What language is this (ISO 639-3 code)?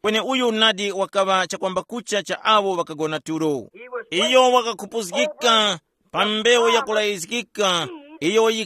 tum